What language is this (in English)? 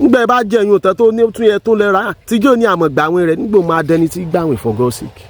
Yoruba